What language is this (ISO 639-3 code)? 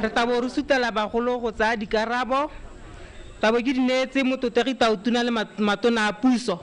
tsn